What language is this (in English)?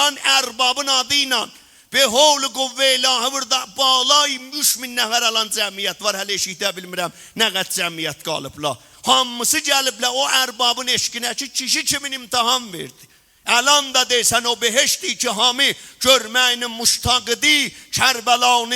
South Azerbaijani